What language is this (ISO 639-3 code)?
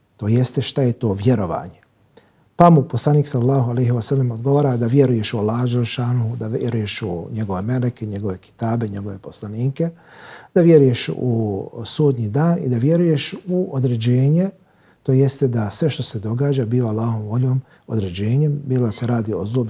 bos